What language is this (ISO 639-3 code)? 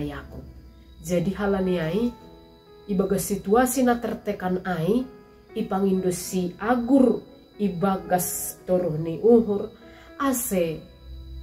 bts